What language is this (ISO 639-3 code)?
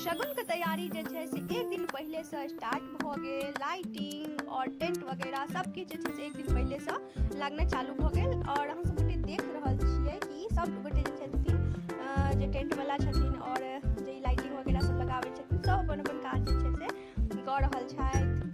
mai